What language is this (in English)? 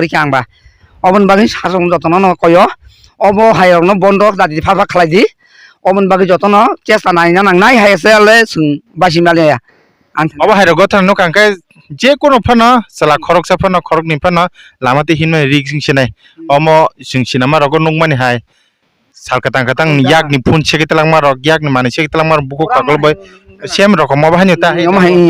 Kok Borok